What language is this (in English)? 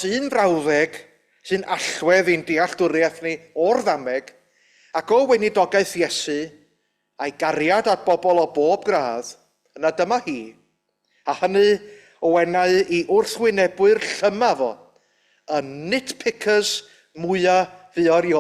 Welsh